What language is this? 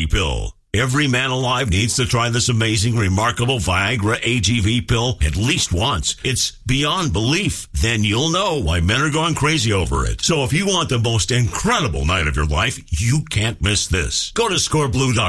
English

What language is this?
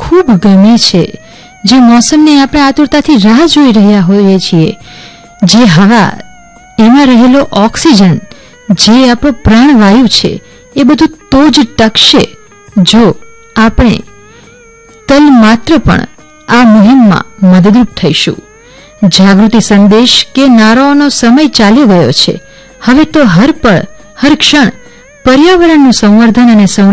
Gujarati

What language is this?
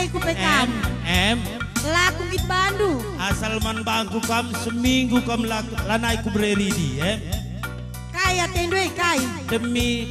Batak Karo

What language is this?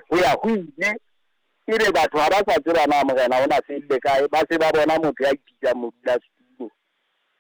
Southern Sotho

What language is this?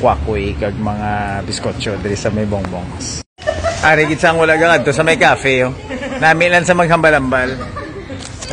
Hiligaynon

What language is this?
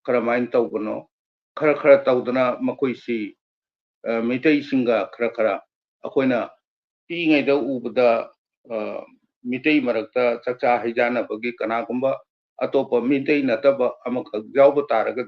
Manipuri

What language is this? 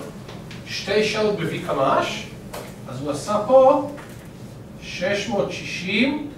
Hebrew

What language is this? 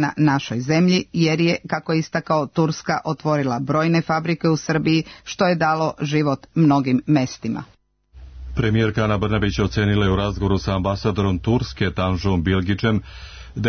Serbian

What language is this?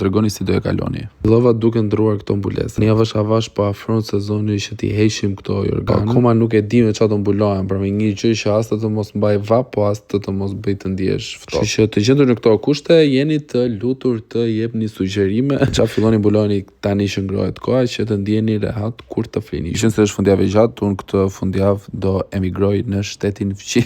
Albanian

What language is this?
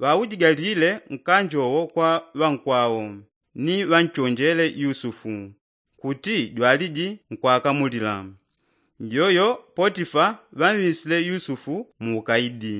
Yao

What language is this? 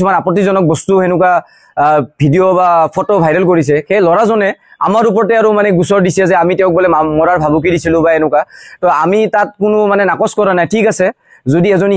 Assamese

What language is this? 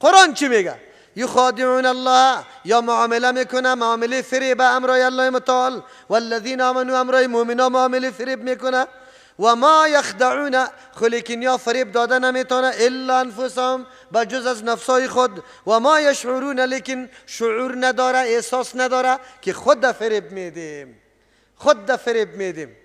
Persian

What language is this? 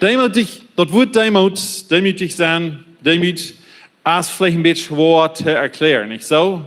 Plautdietsch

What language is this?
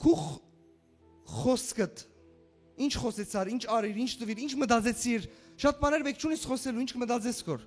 Western Armenian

